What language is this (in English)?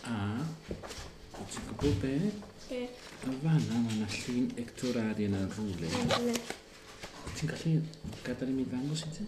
Welsh